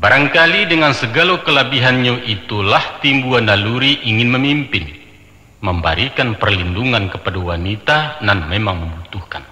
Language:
Minangkabau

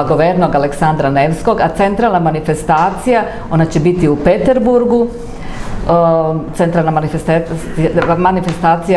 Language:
Serbian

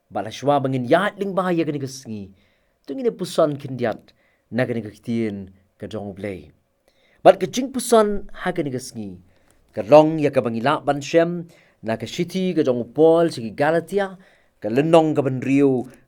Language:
Khasi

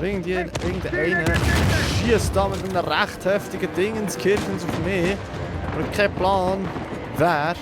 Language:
Swiss German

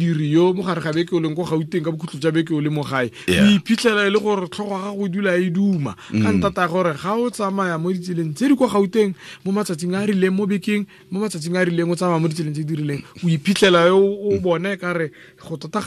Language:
Tswana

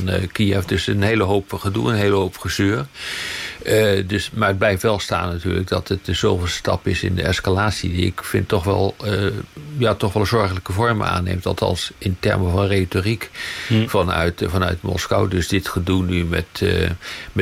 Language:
Dutch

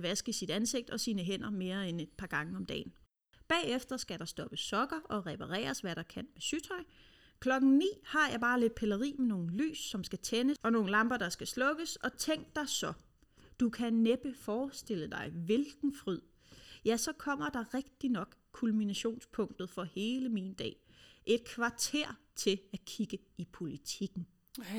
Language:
Danish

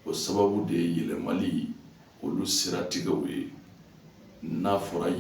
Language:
Bambara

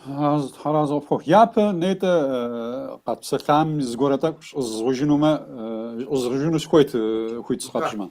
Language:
Kabardian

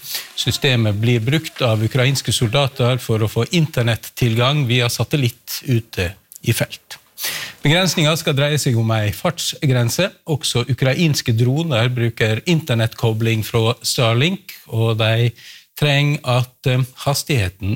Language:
Norwegian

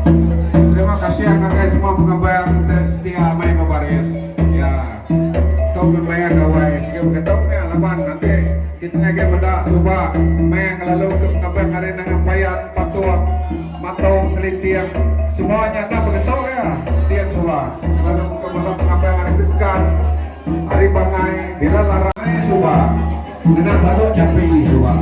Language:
Iban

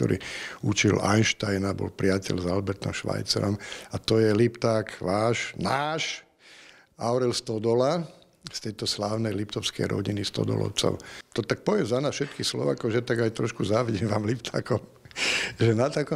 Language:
Slovak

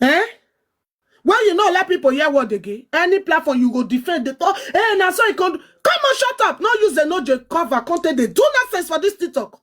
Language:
Nigerian Pidgin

